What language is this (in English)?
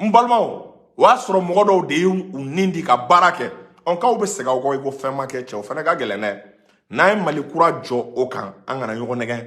Bambara